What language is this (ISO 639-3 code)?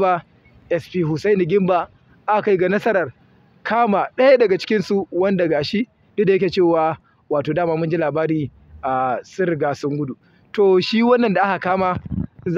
hau